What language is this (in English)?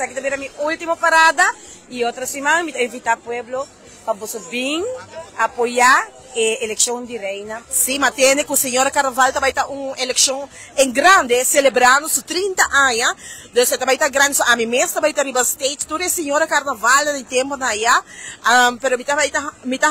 Papiamento